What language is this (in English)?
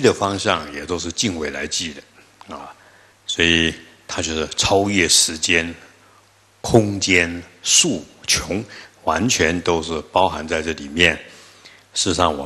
Chinese